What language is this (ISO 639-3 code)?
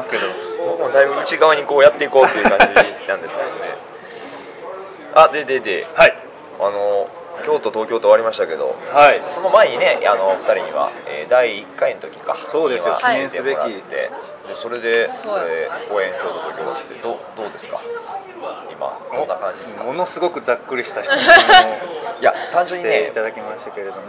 jpn